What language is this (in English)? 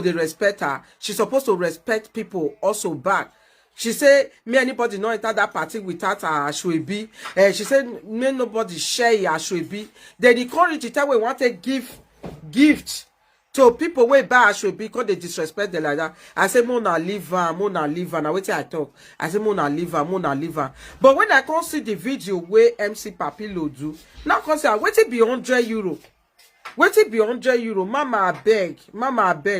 Nigerian Pidgin